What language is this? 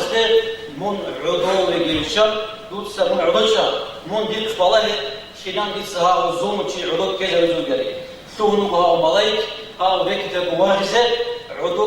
Avaric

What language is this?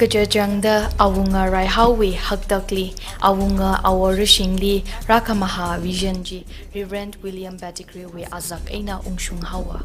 Tangkhul Naga (India)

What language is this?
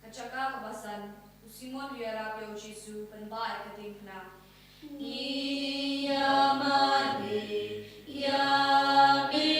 Khasi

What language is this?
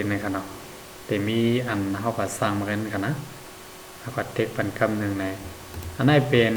Shan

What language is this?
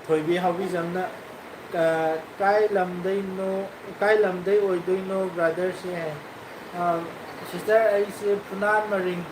Manipuri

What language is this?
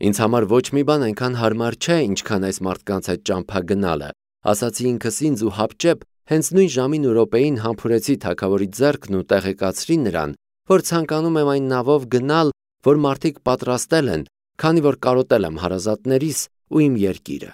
Armenian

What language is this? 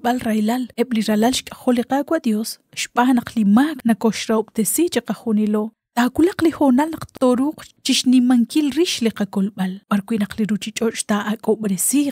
Kekchí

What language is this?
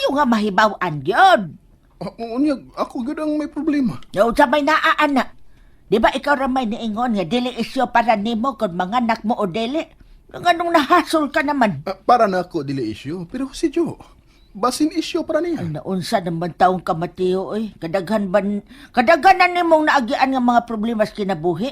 Cebuano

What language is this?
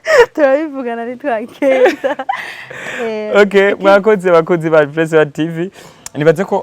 Rundi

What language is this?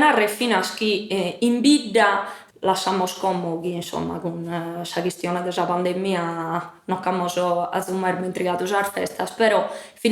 Sardinian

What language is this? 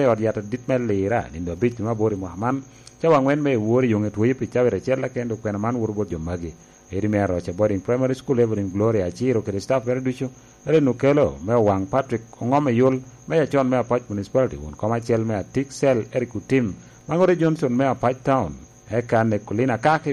Lango (Uganda)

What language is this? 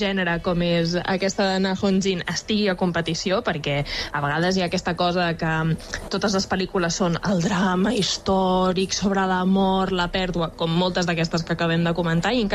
Catalan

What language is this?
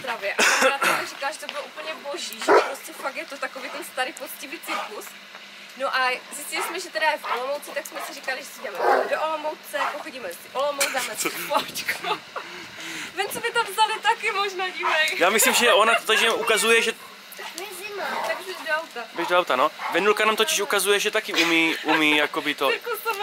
Czech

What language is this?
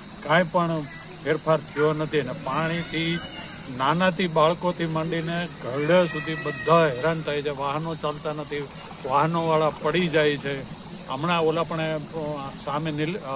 Gujarati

